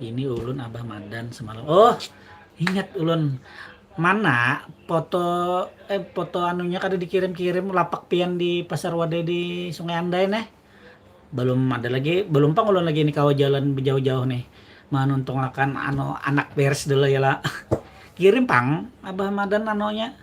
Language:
Banjar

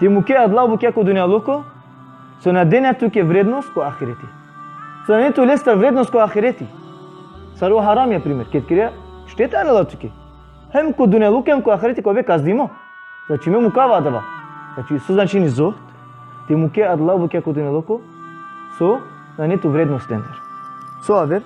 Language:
Balkan Romani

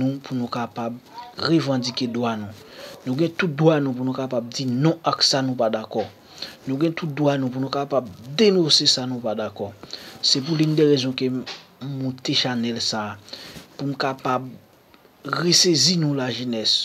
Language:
Haitian Creole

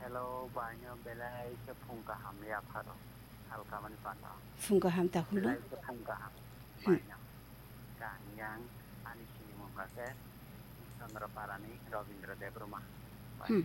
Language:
Kok Borok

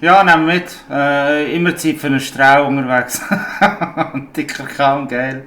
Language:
Swiss German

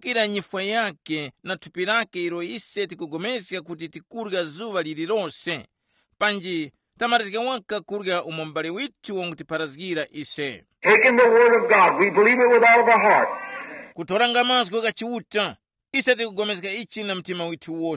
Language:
Tumbuka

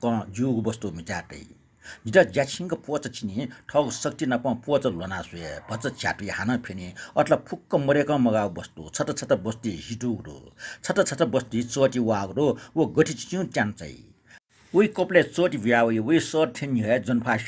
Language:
Newari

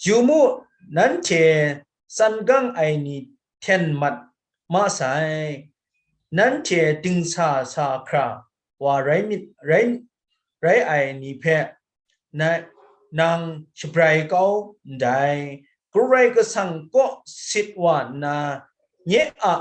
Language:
Kachin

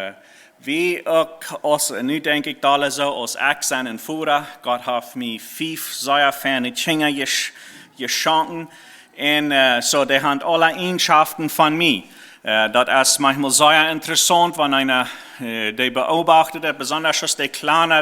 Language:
Plautdietsch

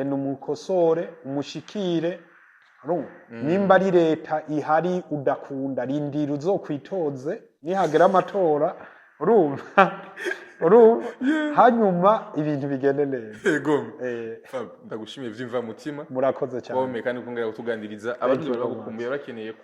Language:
Rundi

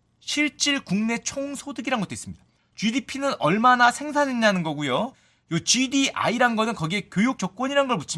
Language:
Korean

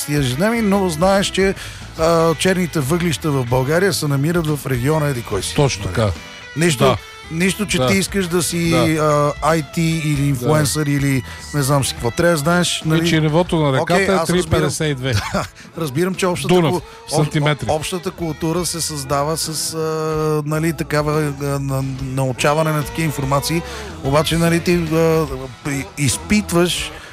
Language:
Bulgarian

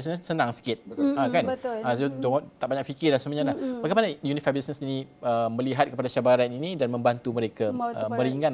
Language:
Malay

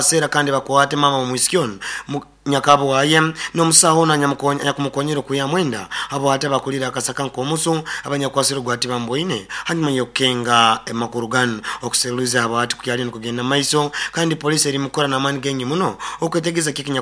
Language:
Nyankole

